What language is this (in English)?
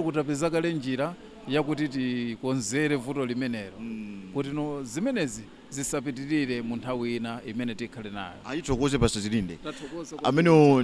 Nyanja